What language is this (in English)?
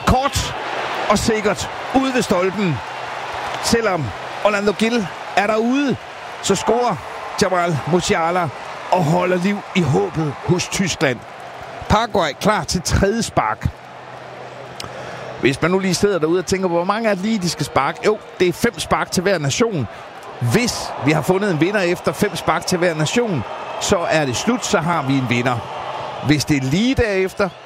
Danish